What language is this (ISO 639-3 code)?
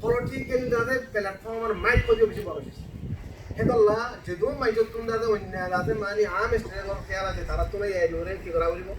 rhg